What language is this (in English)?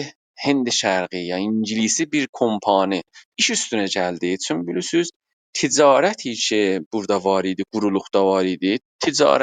South Azerbaijani